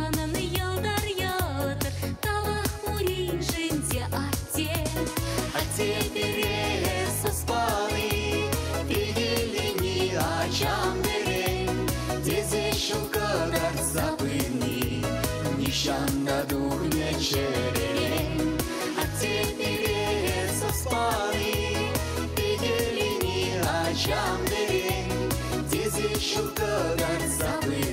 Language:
Chuvash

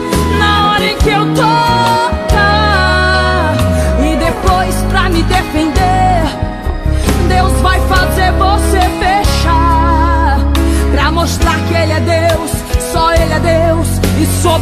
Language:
Portuguese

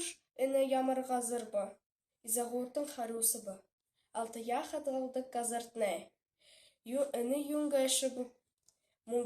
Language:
Buriat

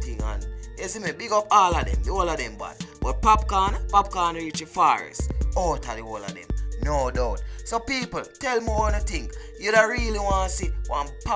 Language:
Jamaican Creole English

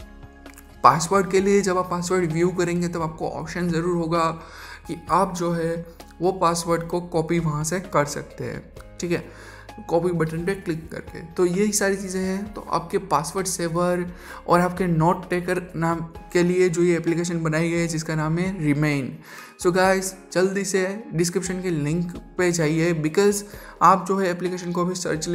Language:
Hindi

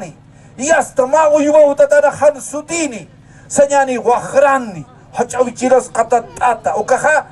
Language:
Aymara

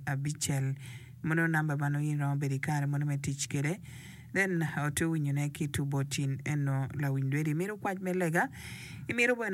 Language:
Acoli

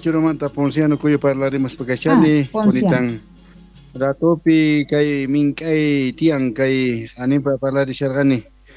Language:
South Bolivian Quechua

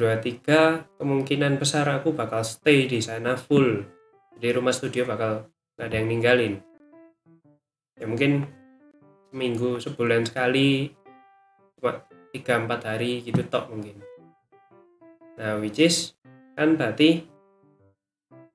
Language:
Indonesian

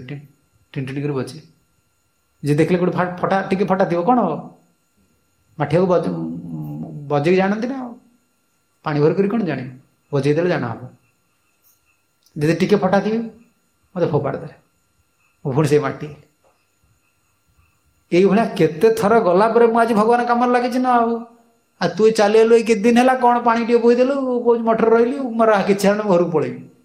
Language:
Odia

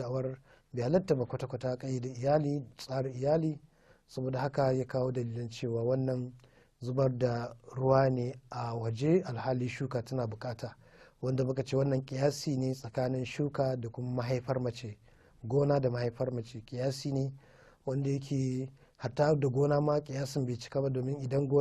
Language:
Hausa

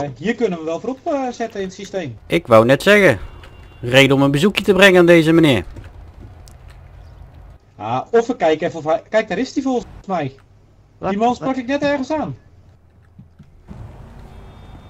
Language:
Dutch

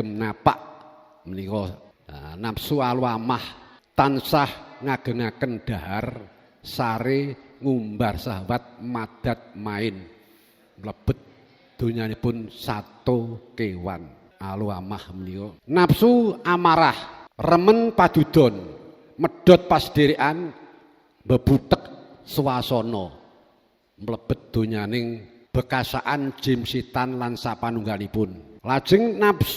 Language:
Javanese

